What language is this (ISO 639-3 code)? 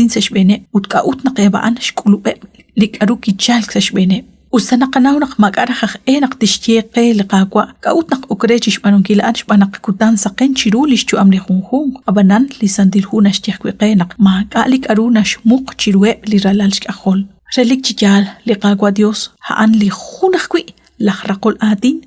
kek